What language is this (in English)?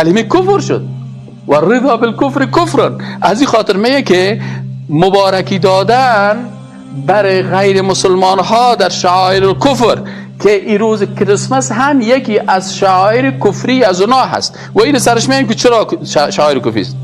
Persian